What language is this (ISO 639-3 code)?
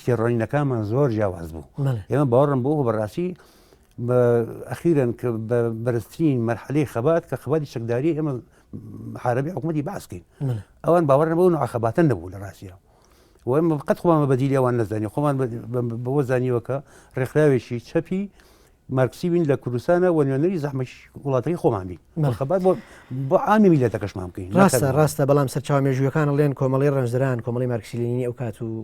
ckb